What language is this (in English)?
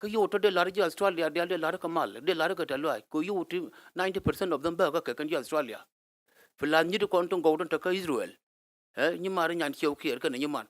Nuer